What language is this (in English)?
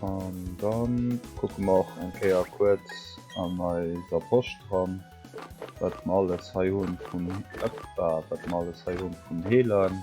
Luxembourgish